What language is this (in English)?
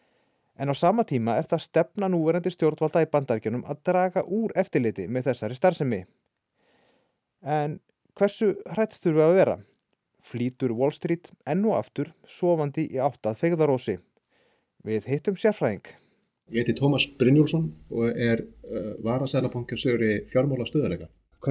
Icelandic